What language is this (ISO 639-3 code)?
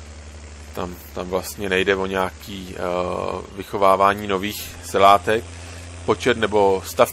ces